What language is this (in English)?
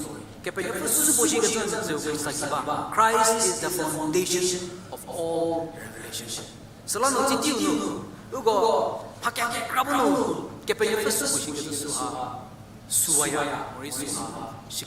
Angami Naga